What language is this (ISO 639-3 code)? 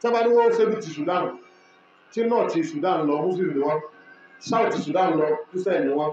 yor